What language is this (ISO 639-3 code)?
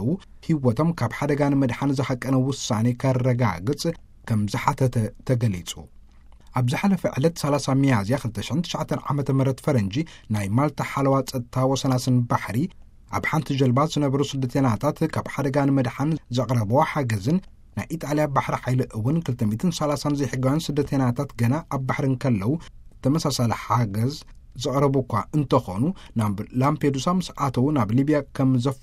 tir